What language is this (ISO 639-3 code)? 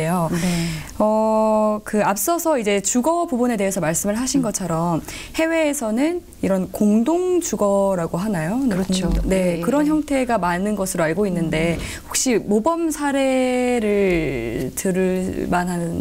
kor